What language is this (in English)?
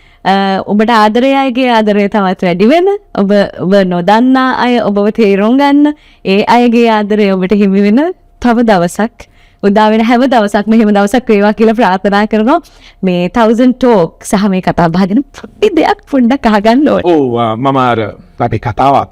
Sinhala